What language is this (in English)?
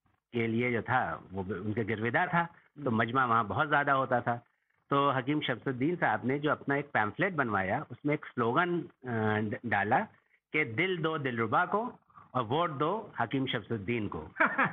Hindi